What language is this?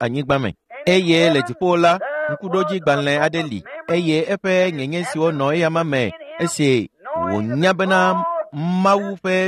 Ewe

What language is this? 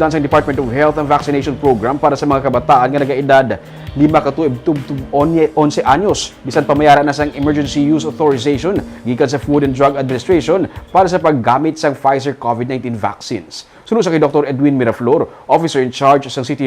Hiligaynon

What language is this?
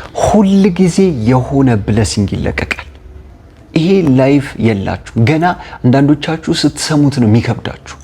Amharic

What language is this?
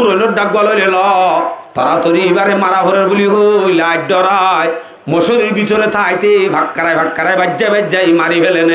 Rohingya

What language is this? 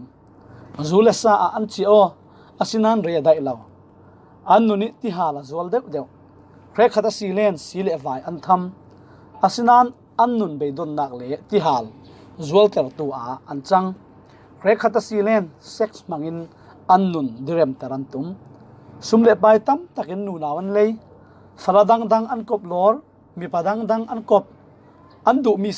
Falam Chin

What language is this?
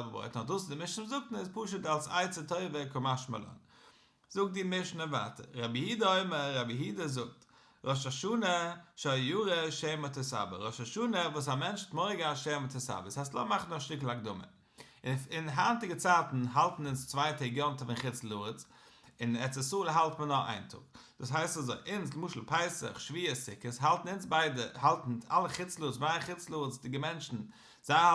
Yiddish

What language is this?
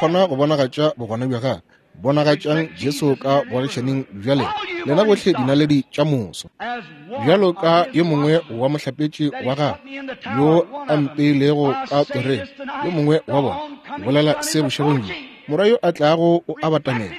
Northern Sotho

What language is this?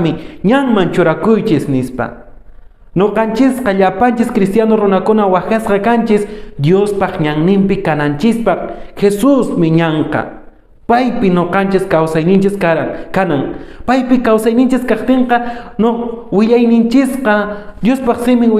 Quechua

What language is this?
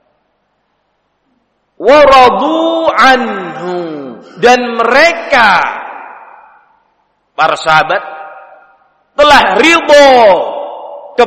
Indonesian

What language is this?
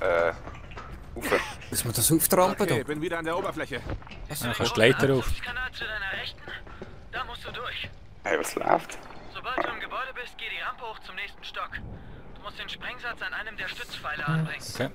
Swiss German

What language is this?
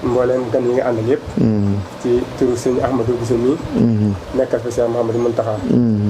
Wolof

